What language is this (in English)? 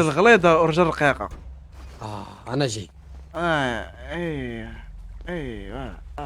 Moroccan Arabic